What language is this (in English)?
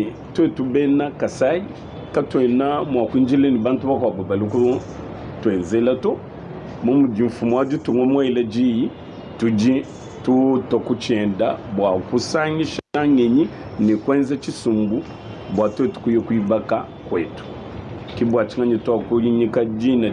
Luba-Lulua